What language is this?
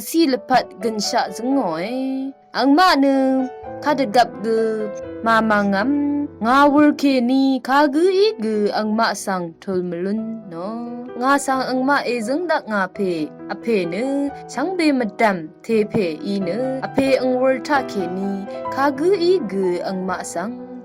Rawang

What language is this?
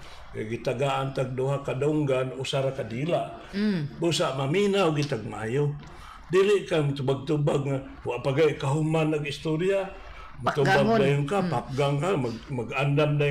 Cebuano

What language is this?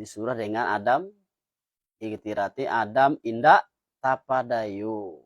Minangkabau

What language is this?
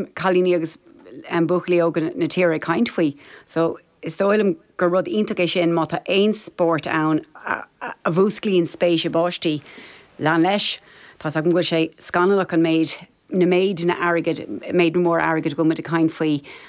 Irish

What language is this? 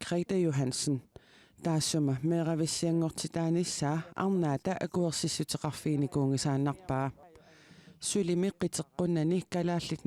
Kalaallisut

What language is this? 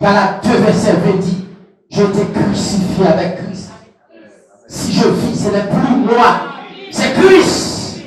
Haitian Creole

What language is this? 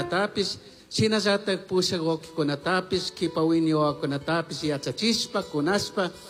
Chimborazo Highland Quichua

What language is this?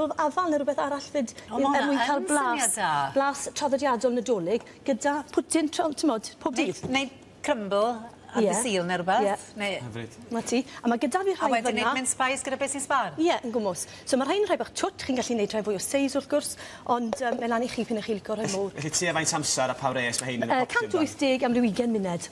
Welsh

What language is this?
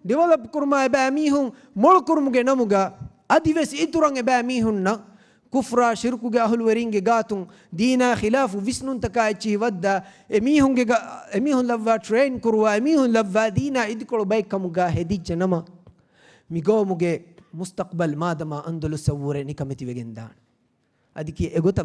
Divehi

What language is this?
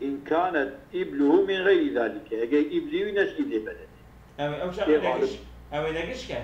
Kurdish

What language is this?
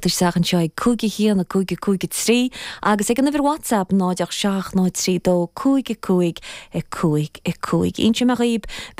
Irish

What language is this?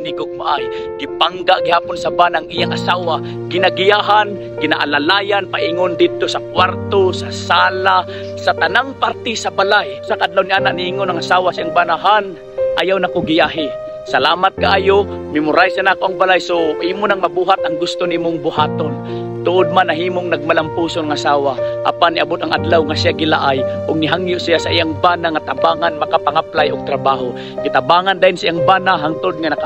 Cebuano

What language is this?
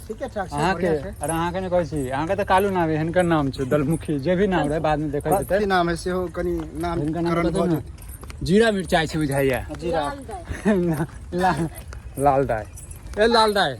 Maithili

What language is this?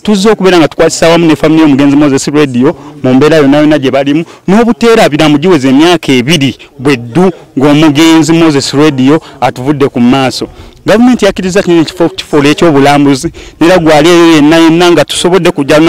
Ganda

